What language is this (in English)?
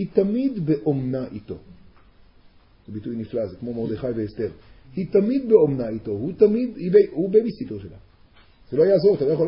Hebrew